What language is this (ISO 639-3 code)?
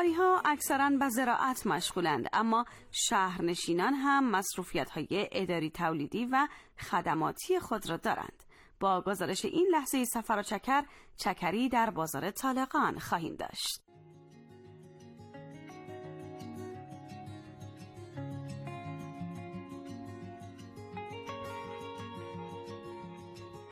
fas